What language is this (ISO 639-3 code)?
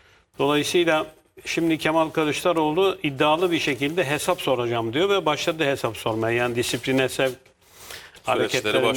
tur